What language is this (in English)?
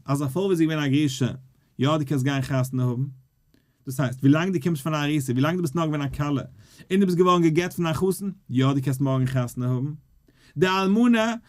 Yiddish